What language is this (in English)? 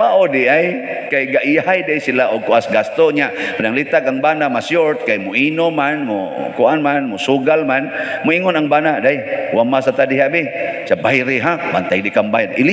Cebuano